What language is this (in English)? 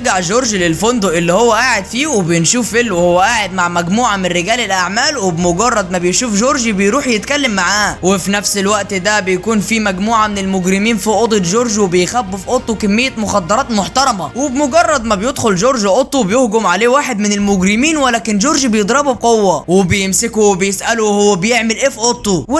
Egyptian Arabic